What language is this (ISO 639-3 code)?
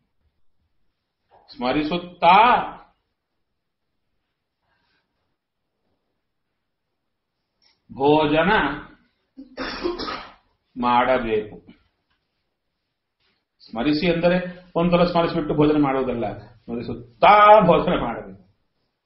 kan